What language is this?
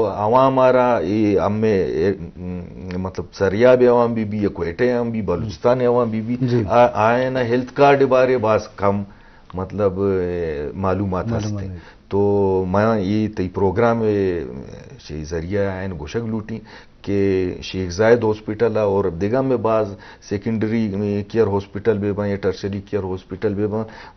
Baluchi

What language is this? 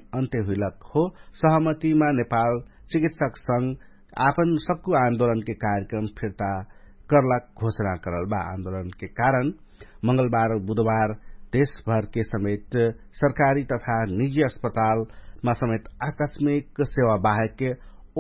Dangaura Tharu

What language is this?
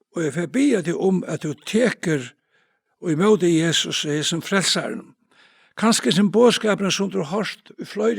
Faroese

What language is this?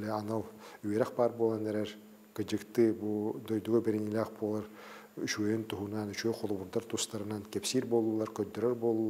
Yakut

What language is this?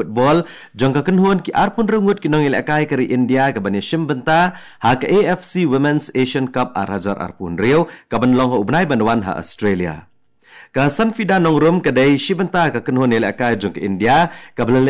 Khasi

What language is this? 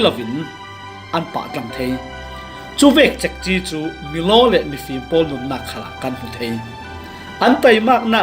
Falam Chin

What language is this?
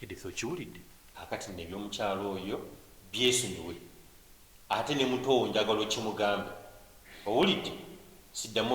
Ganda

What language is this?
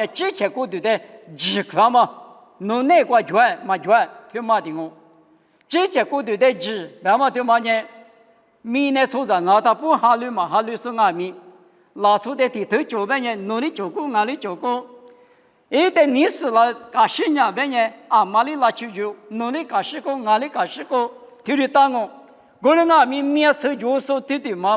Lisu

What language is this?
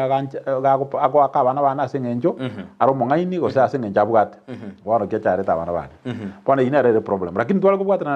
Gusii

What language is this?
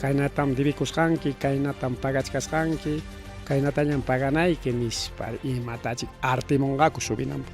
Ayacucho Quechua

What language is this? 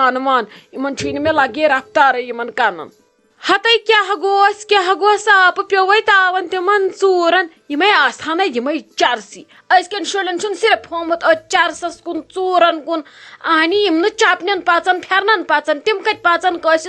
Kashmiri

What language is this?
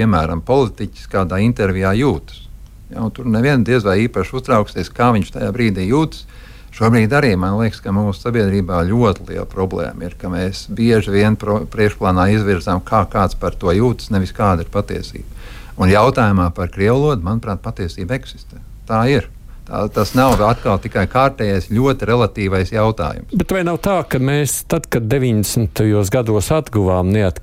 Latvian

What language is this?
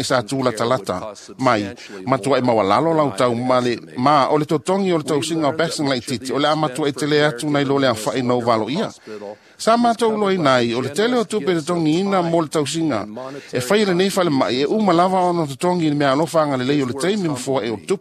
Samoan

